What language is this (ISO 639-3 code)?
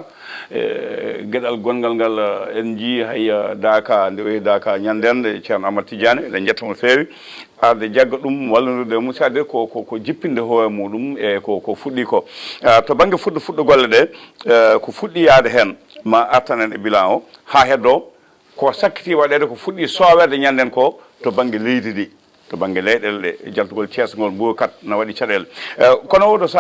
ful